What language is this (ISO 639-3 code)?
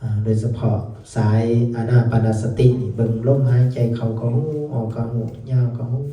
lao